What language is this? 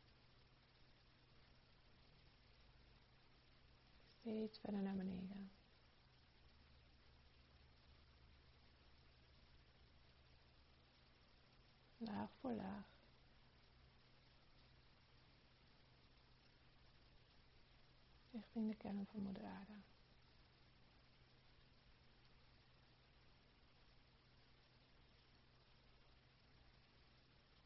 Dutch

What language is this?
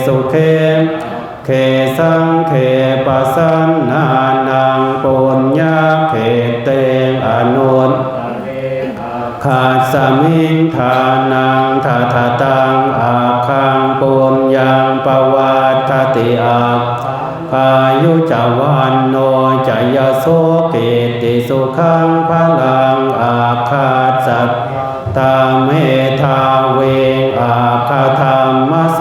Pali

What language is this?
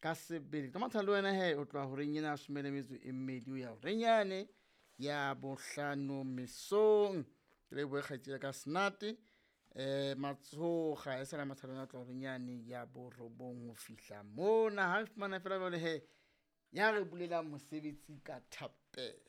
Southern Sotho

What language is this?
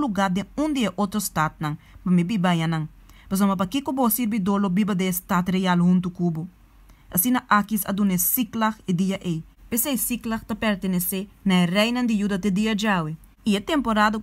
Papiamento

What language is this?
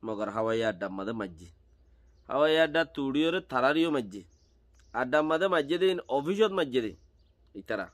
Rohingya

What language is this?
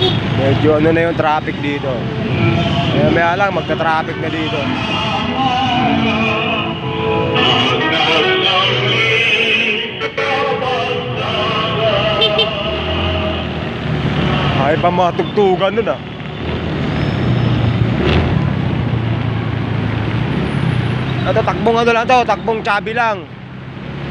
Filipino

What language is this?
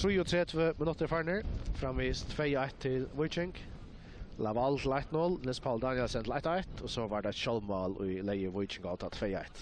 Faroese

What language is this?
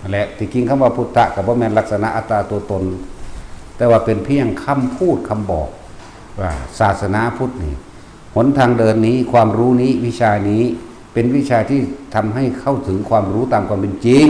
Northeastern Thai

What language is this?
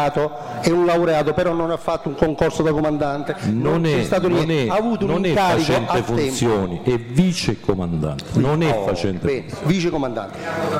Italian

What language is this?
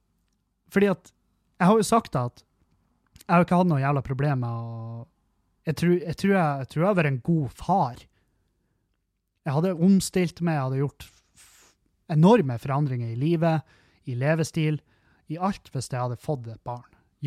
Norwegian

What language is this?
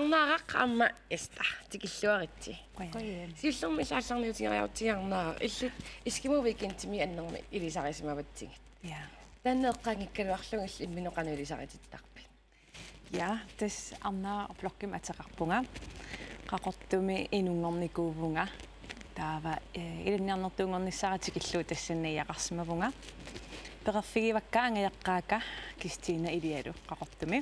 Kalaallisut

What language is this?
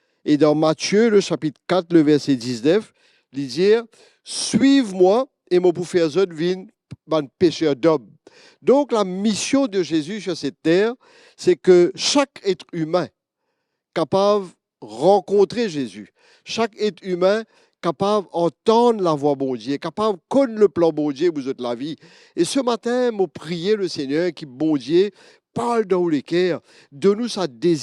Morisyen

